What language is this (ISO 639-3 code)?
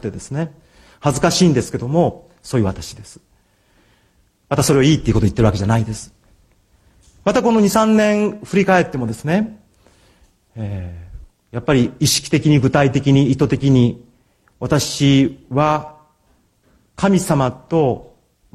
jpn